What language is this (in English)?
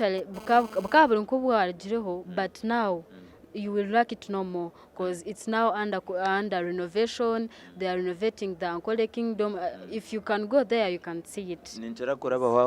Nyankole